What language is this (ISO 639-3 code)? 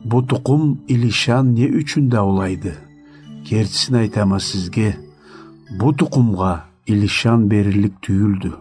krc